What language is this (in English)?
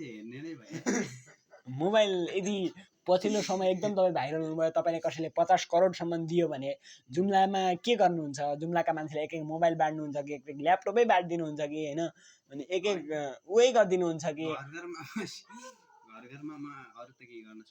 Nepali